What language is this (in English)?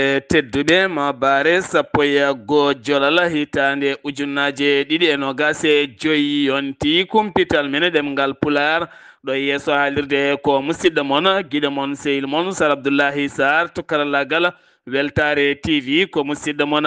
Fula